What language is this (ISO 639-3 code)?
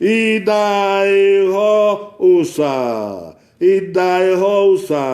bin